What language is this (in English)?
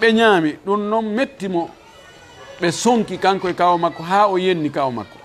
Fula